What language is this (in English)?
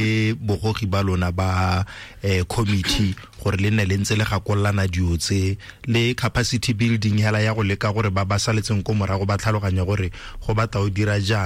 Tswana